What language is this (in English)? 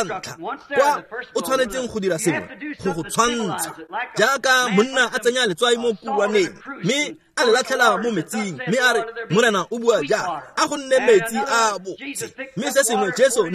Tswana